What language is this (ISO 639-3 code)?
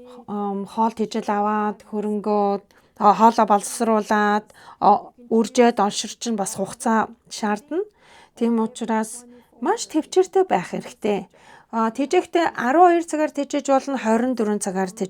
mon